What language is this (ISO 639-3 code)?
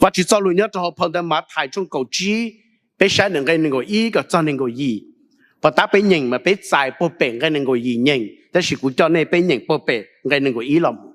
hmn